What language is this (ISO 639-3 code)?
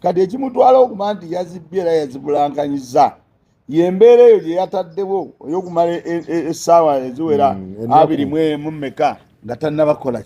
lug